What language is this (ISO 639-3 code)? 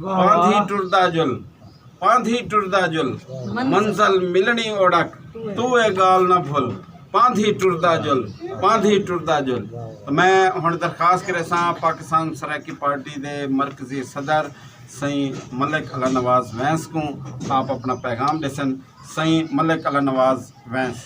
skr